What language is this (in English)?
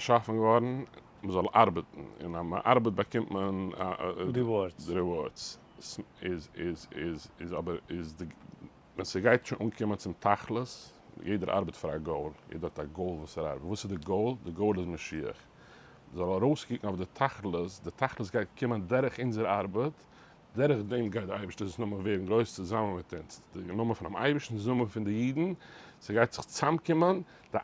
Yiddish